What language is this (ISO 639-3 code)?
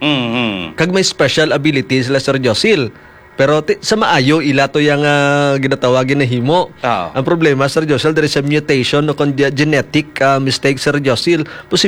hil